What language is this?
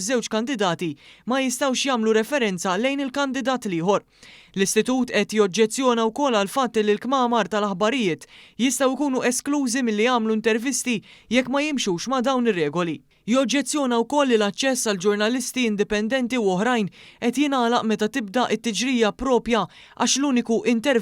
Maltese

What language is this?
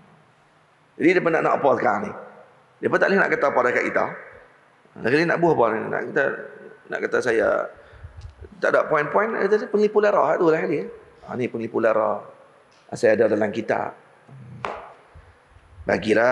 Malay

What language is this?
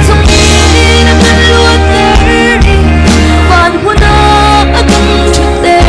Hakha Chin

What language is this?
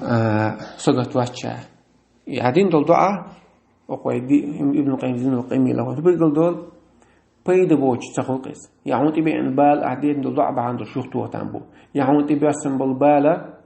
Chechen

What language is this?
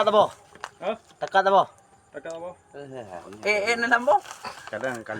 Achinese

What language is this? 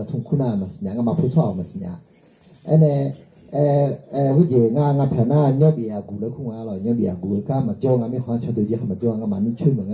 Akha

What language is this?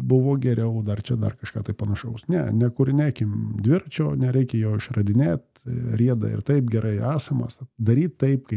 Lithuanian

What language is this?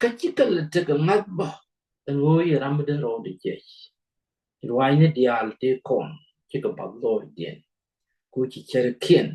Nuer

